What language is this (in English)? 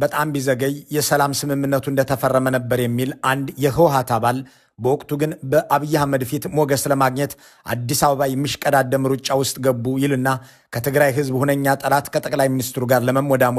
Amharic